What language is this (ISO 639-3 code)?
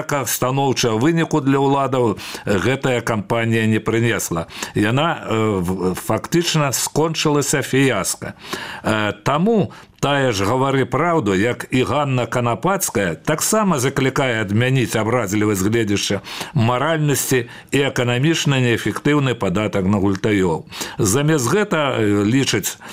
bel